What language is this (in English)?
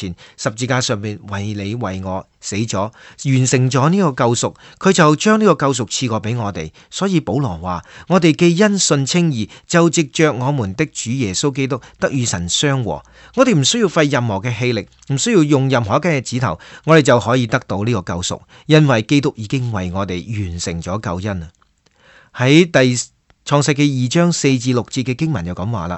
Cantonese